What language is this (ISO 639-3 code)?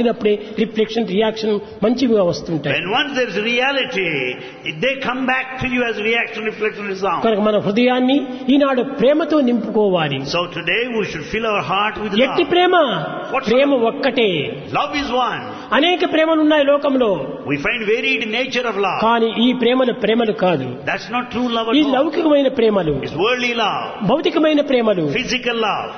tel